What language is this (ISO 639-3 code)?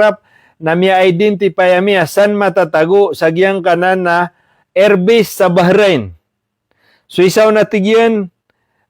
mrw